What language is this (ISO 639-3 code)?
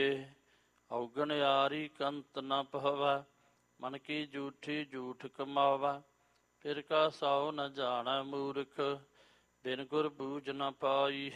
pan